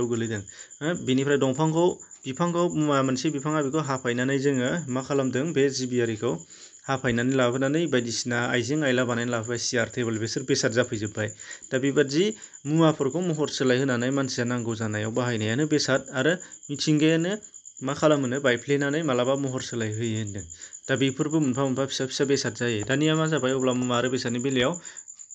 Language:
Bodo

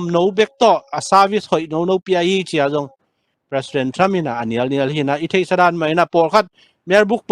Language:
Tedim Chin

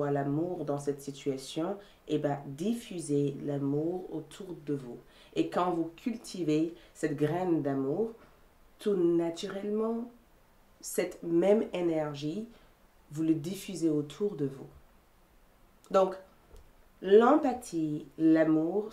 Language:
French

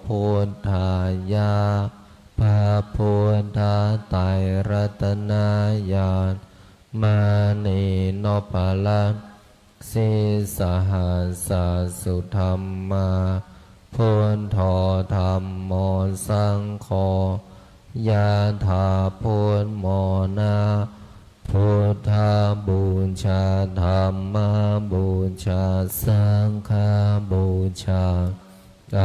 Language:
Pali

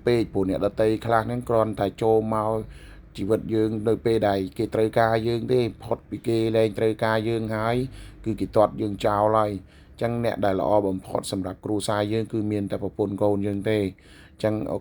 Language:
Khmer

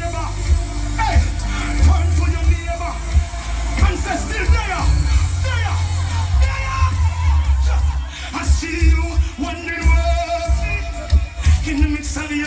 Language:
Jamaican Creole English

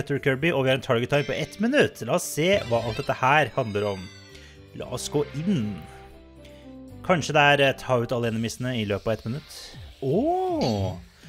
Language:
Norwegian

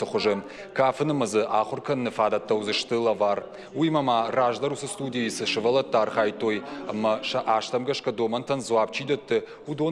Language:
Ossetic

